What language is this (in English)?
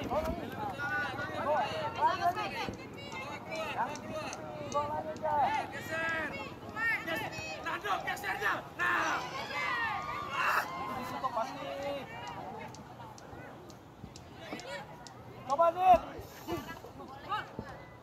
Indonesian